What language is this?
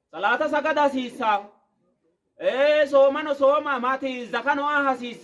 Sidamo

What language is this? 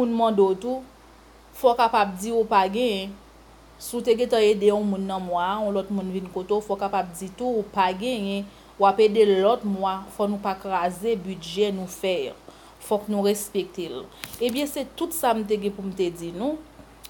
Haitian Creole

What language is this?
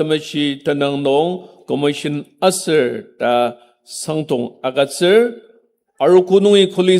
Ao Naga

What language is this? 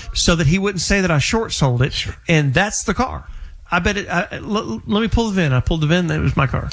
English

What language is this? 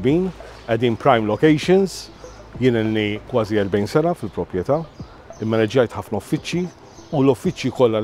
Maltese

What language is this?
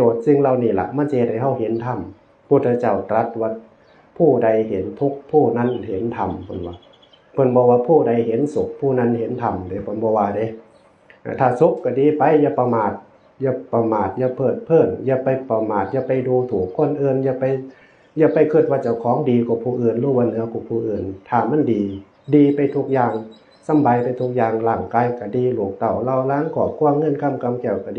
Northeastern Thai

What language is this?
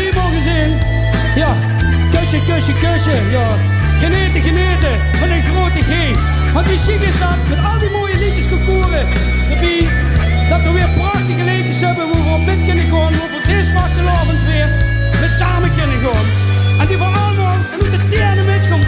Limburgish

